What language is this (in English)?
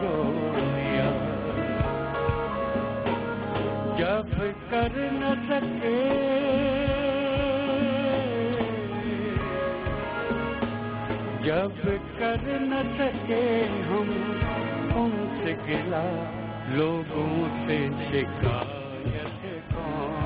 Urdu